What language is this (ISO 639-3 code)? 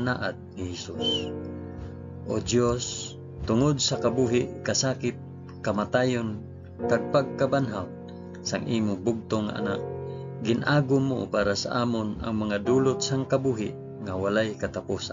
hil